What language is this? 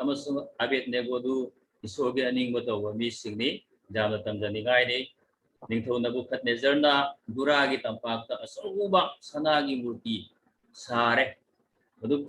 Manipuri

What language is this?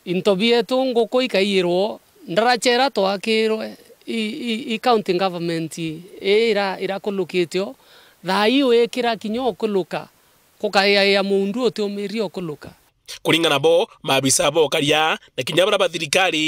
Meru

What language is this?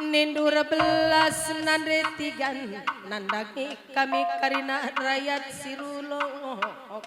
Batak Karo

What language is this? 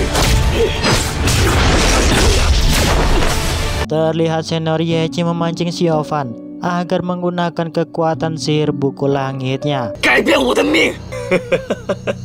Indonesian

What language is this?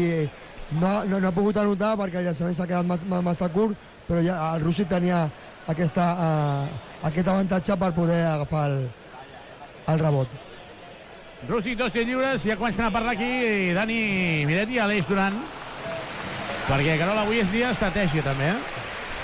Catalan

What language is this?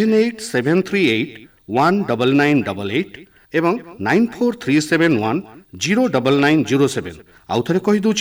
Odia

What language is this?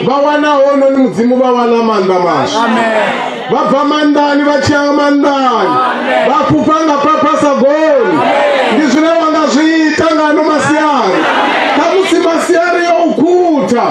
Venda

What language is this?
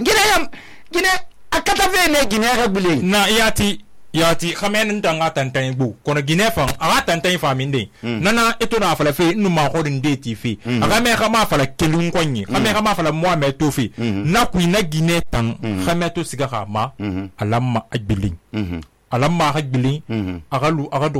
Susu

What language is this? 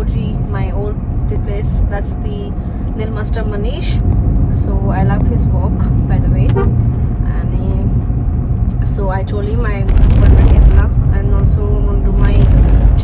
Konkani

